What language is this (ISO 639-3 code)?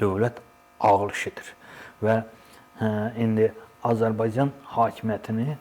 aze